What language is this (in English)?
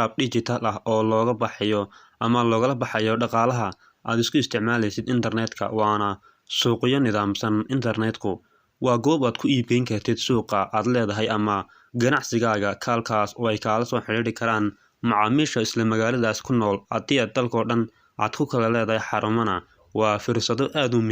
Somali